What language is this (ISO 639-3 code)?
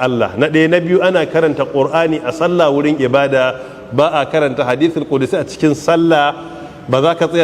hau